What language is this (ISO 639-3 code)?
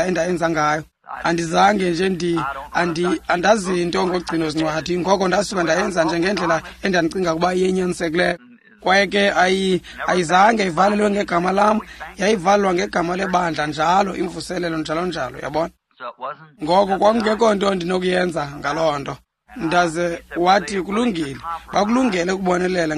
xho